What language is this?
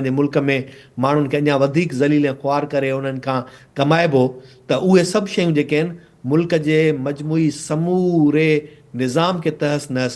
Sindhi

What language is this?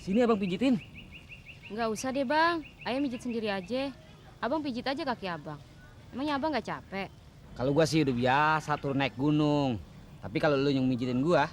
Betawi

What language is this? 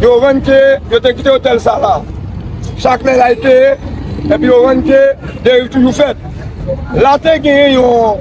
Haitian Creole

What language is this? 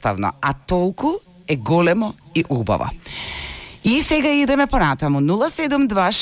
Macedonian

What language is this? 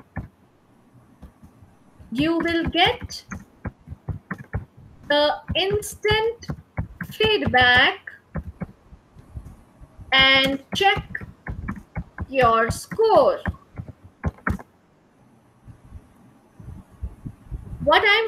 English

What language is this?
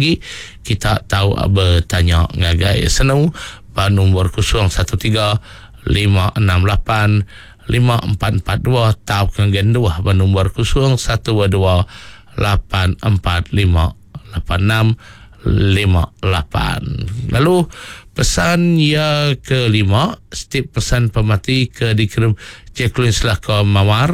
Iban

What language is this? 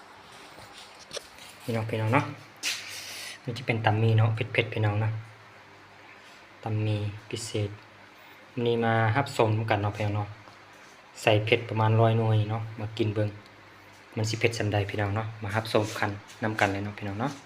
Lao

